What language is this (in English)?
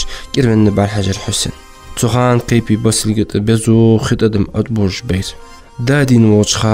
Ingush